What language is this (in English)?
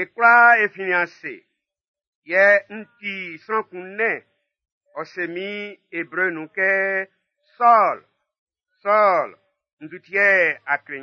Baoulé